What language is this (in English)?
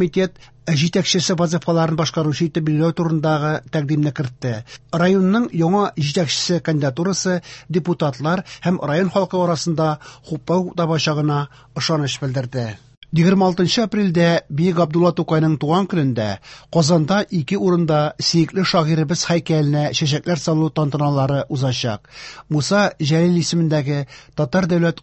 Tatar